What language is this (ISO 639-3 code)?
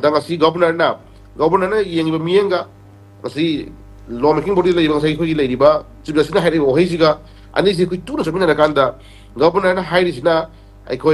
mni